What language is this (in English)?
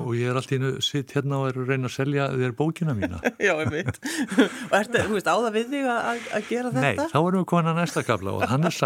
Icelandic